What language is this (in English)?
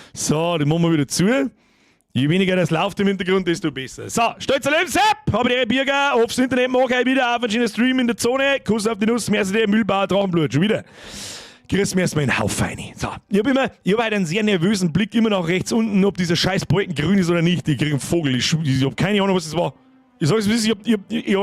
Bavarian